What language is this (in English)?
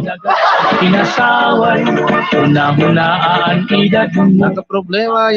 Waray